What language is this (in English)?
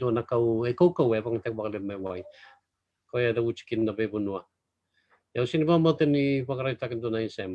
Fijian